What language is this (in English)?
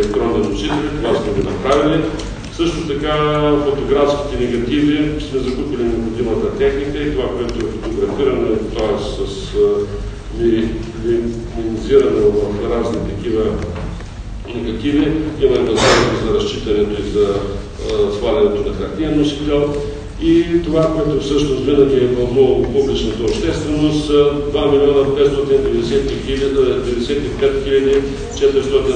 Bulgarian